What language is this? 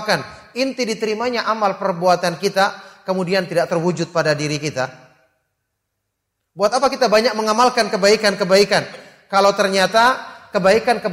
Indonesian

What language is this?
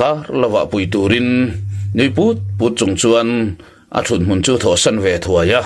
Mizo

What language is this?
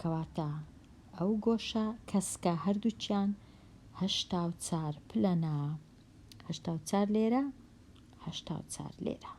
Central Kurdish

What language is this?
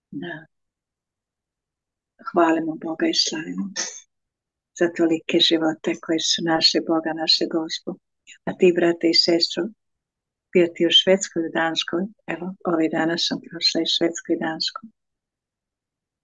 Croatian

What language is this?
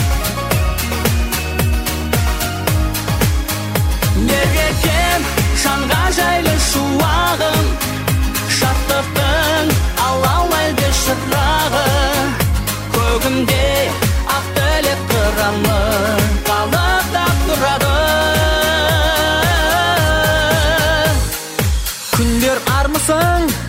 Kazakh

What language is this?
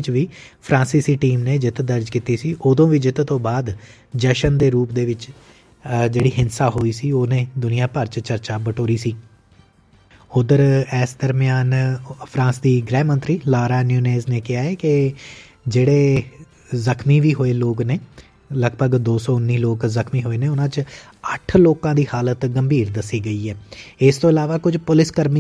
Punjabi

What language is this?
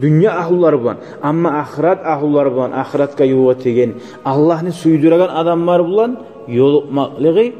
Kumyk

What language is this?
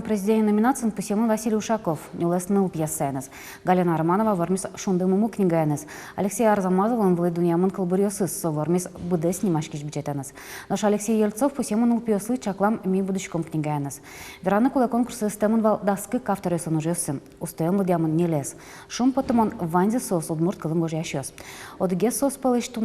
Udmurt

